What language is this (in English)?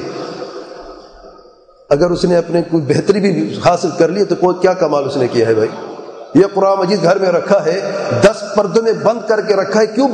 Urdu